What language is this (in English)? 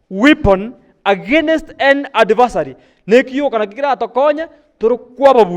Gusii